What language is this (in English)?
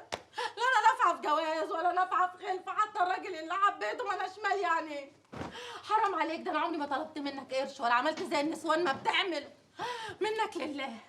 Egyptian Arabic